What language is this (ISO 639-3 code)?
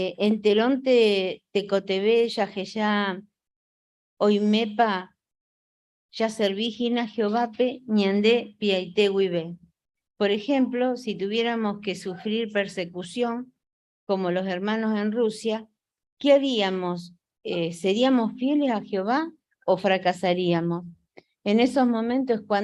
grn